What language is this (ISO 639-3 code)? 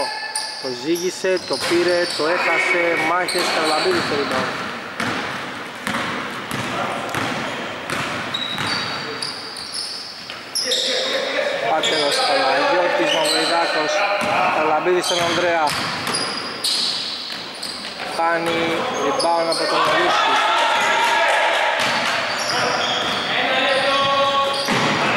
ell